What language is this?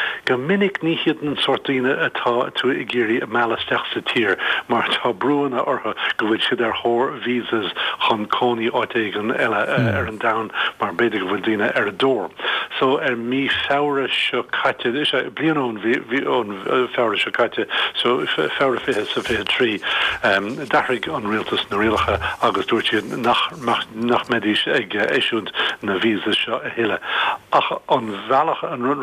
Irish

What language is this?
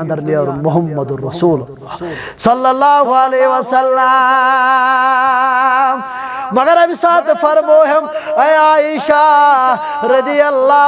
Kashmiri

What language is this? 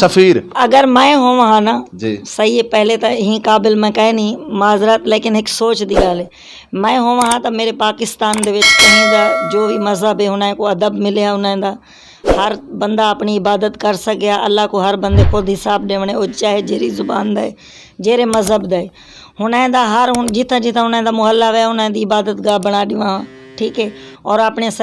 Saraiki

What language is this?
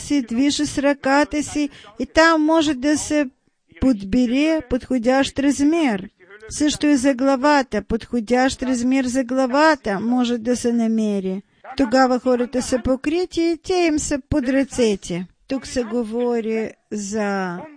Bulgarian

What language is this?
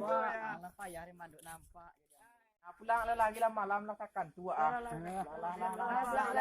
Minangkabau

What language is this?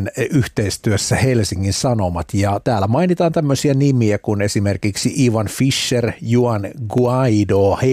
Finnish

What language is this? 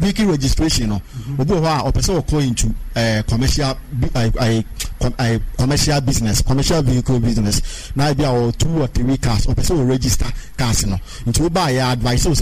Akan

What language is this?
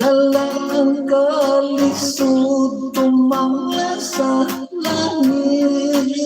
Hiligaynon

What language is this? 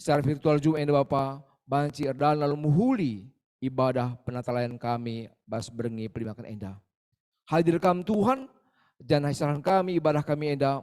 Batak Karo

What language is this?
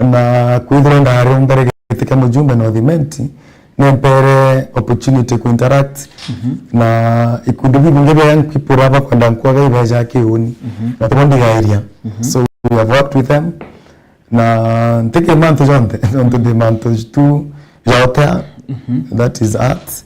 Meru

